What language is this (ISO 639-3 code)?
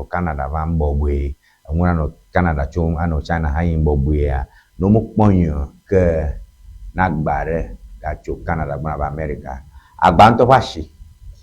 ewe